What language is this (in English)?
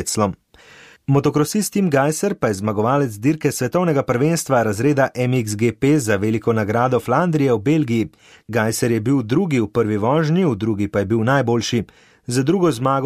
Slovenian